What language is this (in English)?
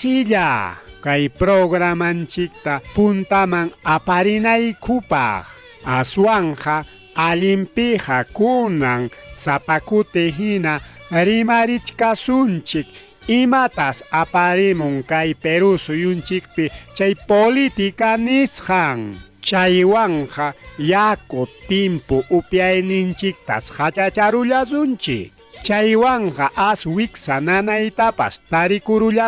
Ayacucho Quechua